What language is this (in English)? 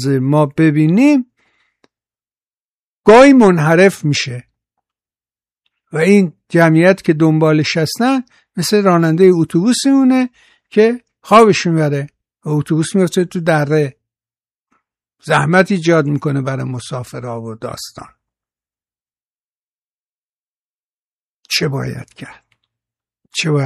Persian